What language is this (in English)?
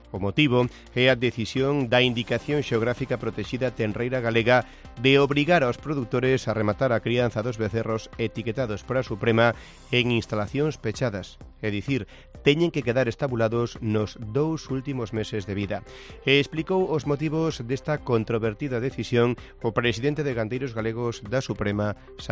Galician